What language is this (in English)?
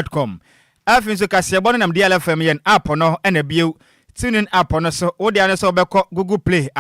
Akan